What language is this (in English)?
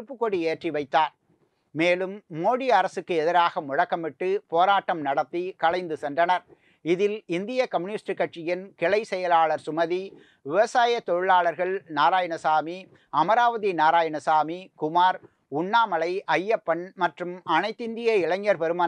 Tamil